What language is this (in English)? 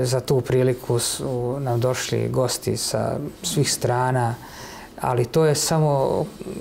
Serbian